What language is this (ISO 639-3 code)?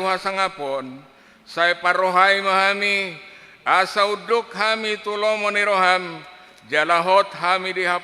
bbc